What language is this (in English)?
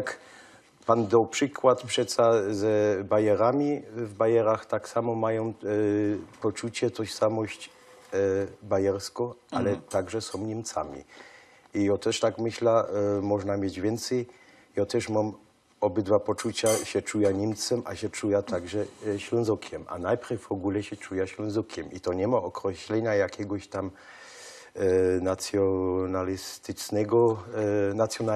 Silesian